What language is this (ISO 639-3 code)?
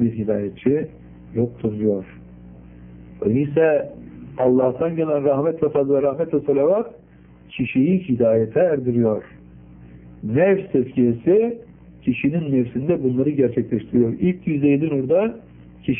tur